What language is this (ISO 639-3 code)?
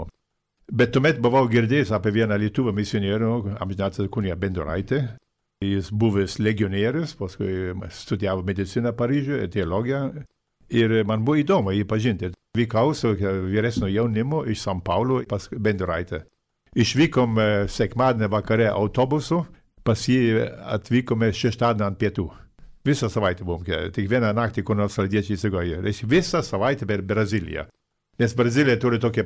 lit